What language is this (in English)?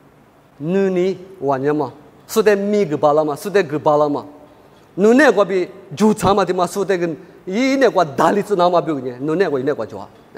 Lisu